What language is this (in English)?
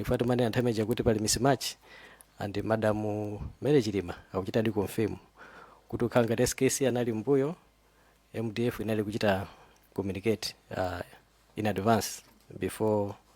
Nyanja